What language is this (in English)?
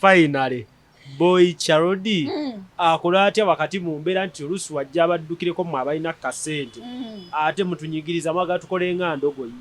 Ganda